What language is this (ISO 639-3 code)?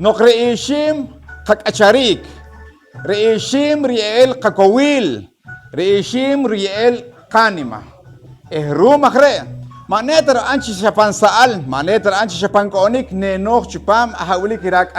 poh